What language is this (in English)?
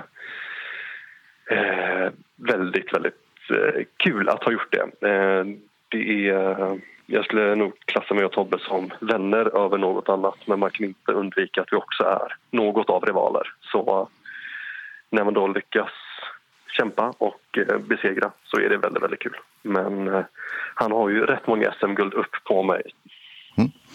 Swedish